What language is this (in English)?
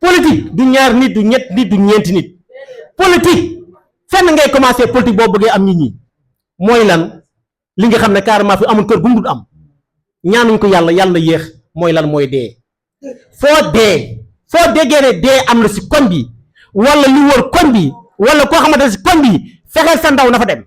Wolof